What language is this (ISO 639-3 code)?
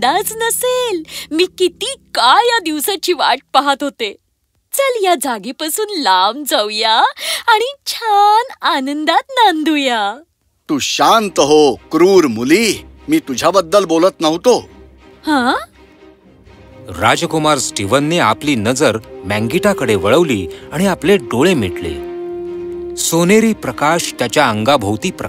mar